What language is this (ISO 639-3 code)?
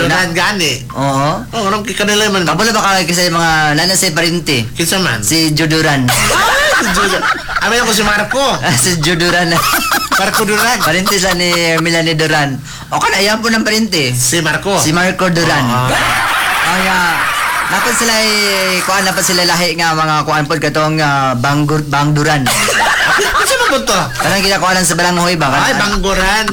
ceb